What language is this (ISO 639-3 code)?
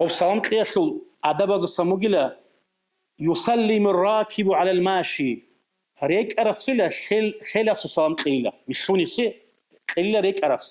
ava